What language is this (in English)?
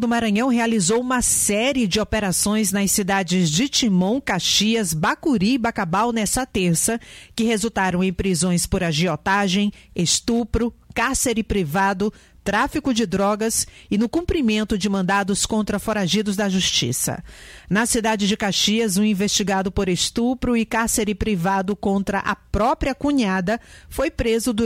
Portuguese